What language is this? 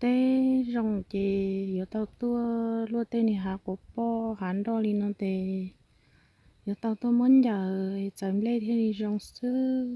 Hmong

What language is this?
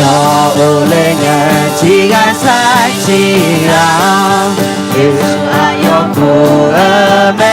Akha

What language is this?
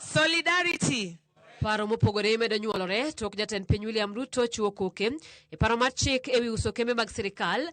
Luo (Kenya and Tanzania)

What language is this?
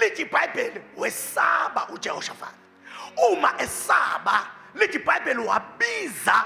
Zulu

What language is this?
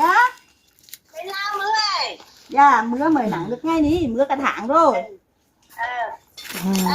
Northeastern Thai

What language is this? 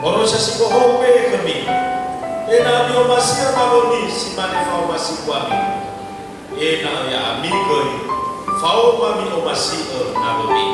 Nias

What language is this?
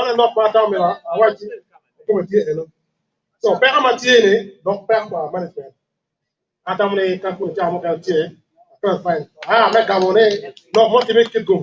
Acoli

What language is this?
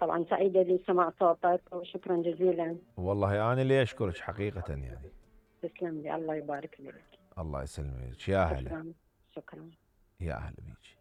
Mesopotamian Arabic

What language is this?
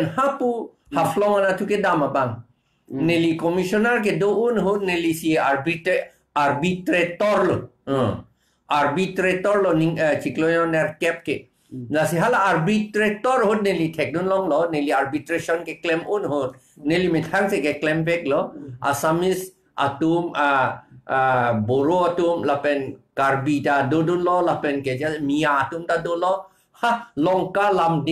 Karbi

